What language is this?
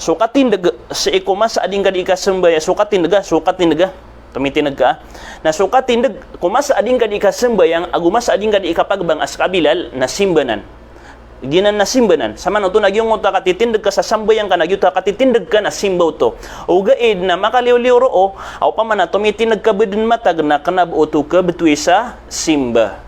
Maranao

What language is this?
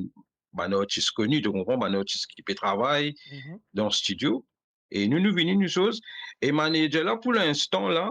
Morisyen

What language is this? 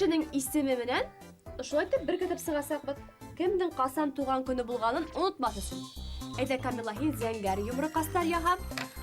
Bashkir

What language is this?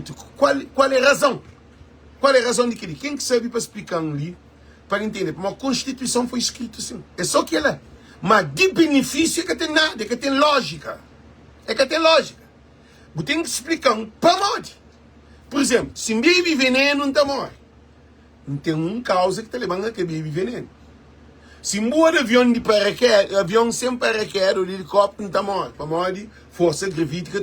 Kabuverdianu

